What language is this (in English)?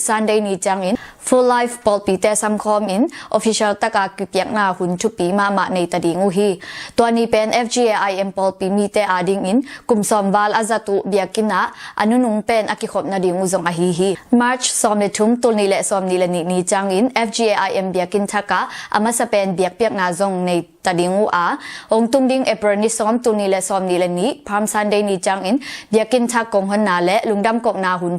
Tedim Chin